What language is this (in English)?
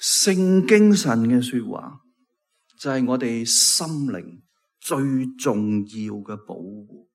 Cantonese